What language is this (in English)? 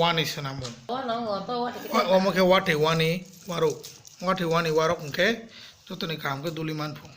Kok Borok